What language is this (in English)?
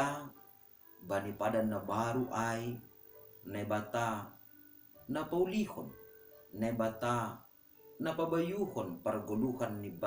Batak Simalungun